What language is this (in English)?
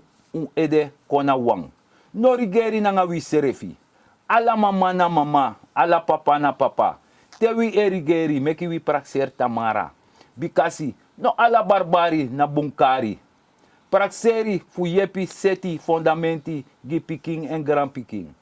Sranan Tongo